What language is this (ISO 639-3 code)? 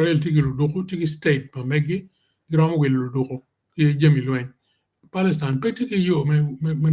ach